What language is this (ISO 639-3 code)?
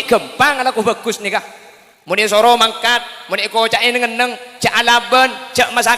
mad